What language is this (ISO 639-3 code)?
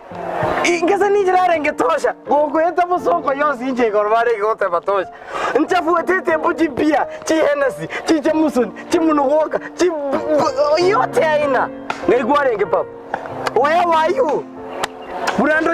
guz